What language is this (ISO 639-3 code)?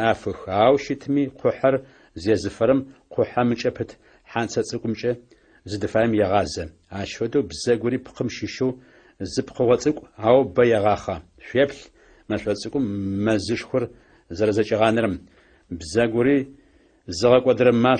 ady